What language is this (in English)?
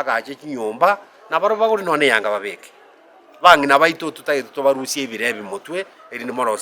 Gusii